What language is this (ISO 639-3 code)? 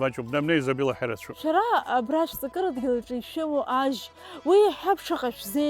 abk